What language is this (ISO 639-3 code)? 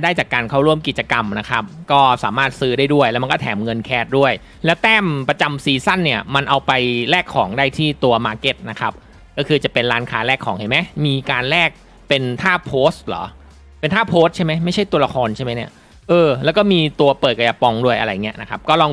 tha